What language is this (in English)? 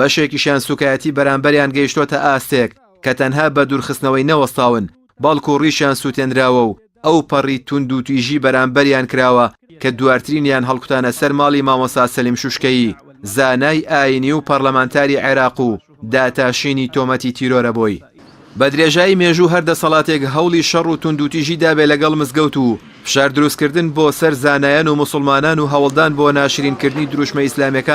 Central Kurdish